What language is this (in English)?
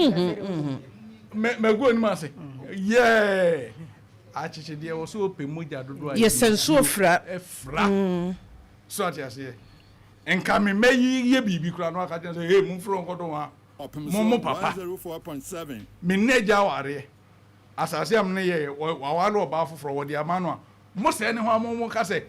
Akan